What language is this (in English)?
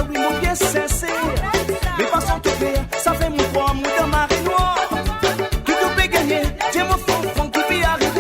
Morisyen